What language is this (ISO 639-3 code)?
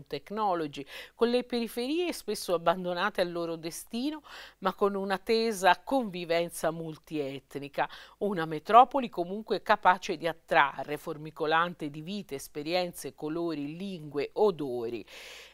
ita